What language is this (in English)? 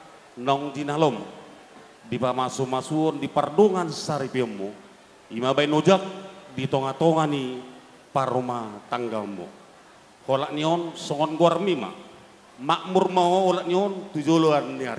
Batak Toba